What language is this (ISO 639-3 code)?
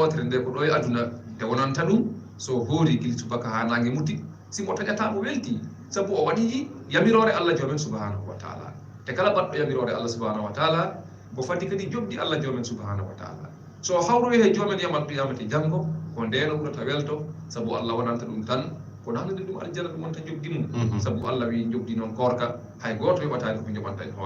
ful